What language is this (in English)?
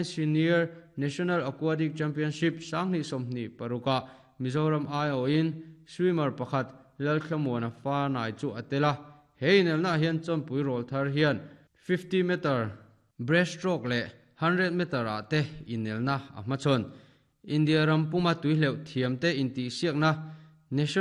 Mizo